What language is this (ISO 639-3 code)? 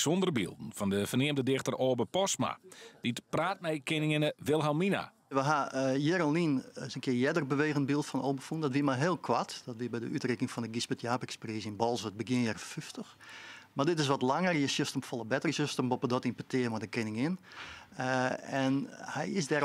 fry